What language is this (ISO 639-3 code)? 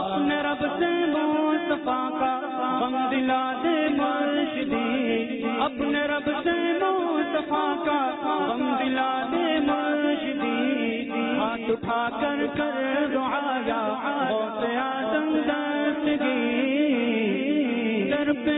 urd